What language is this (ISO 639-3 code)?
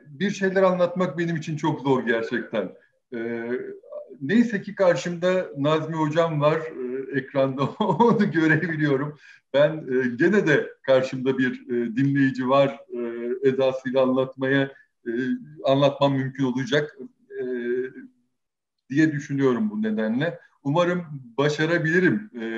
tur